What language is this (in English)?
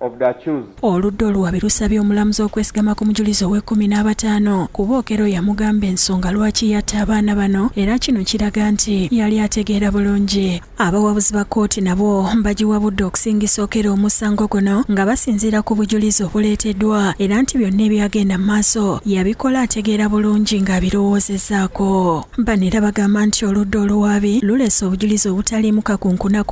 Ganda